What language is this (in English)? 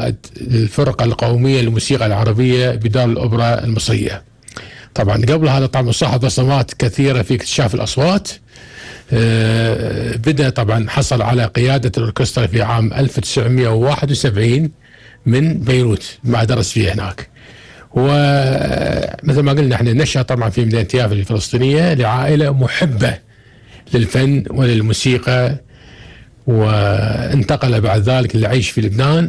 Gulf Arabic